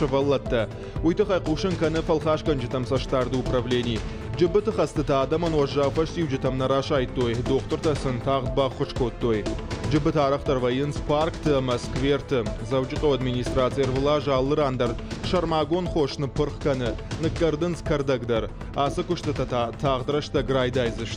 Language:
Ossetic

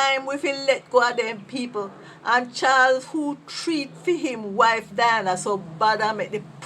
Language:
Jamaican Creole English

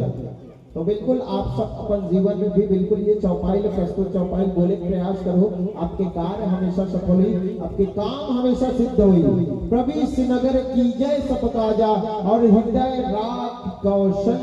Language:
Chhattisgarhi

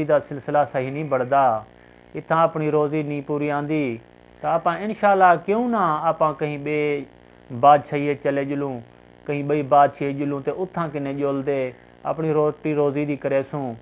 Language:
Saraiki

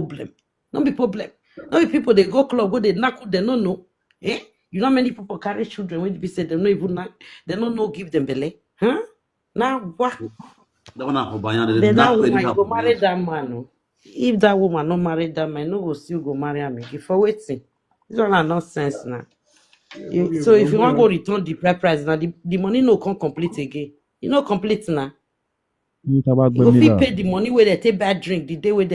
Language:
Nigerian Pidgin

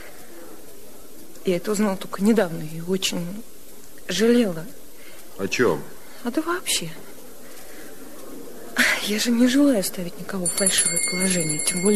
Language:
Russian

